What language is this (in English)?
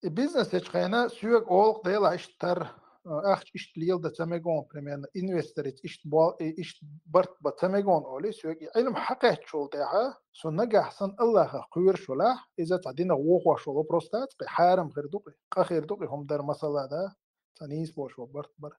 Chechen